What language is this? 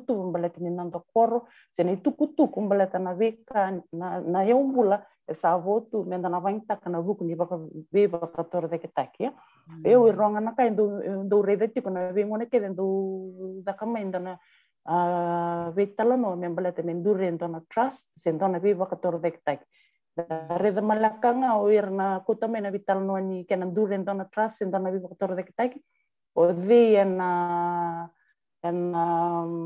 Fijian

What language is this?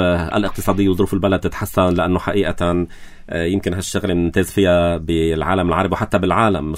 North Levantine Arabic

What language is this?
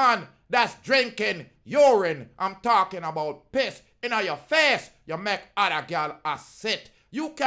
Jamaican Creole English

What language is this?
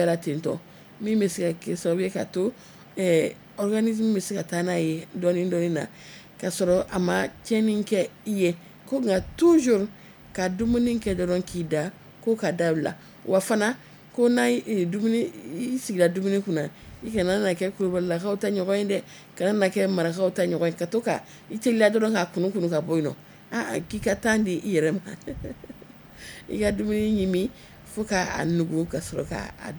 Bambara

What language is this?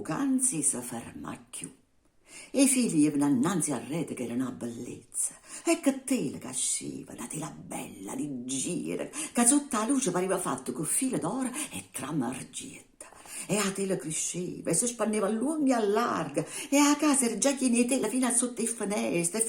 Neapolitan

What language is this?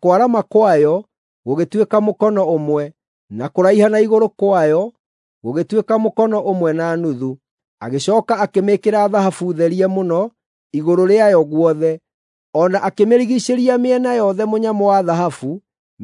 Kikuyu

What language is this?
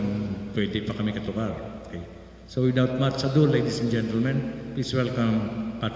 Hiligaynon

